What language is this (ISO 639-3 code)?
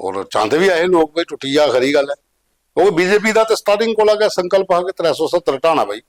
doi